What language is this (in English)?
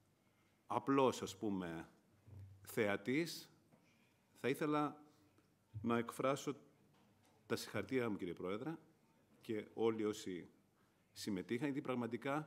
Greek